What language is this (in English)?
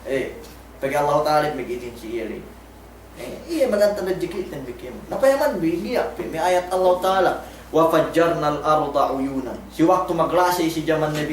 Yakan